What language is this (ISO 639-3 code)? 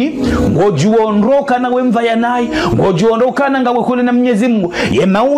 zdj